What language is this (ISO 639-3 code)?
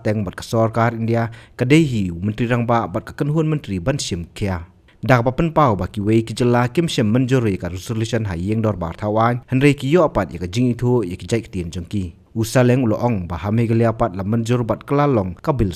kha